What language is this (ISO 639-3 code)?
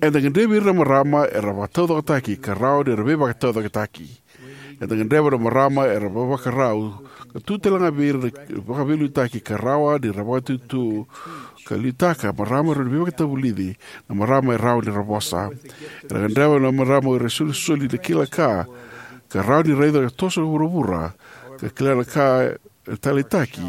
fij